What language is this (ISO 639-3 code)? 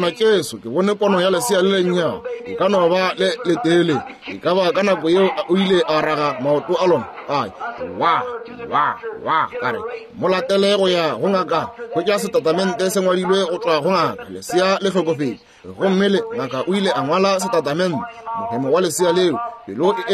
nso